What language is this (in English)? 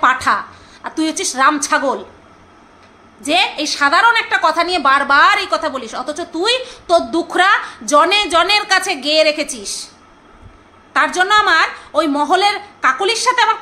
Bangla